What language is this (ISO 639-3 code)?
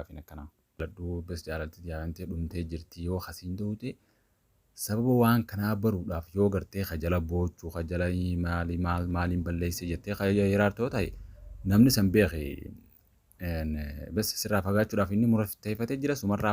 orm